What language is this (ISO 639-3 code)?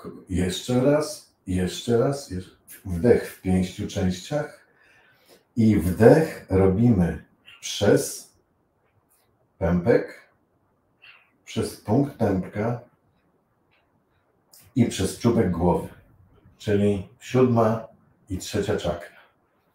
pol